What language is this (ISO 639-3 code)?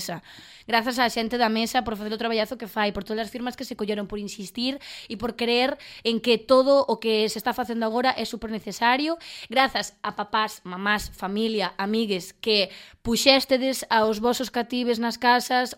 glg